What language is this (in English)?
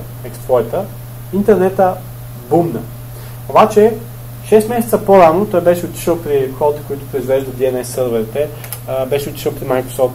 Bulgarian